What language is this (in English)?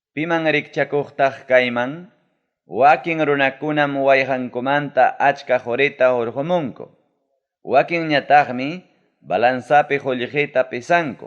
Ayacucho Quechua